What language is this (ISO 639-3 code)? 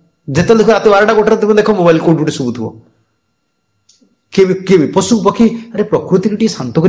ori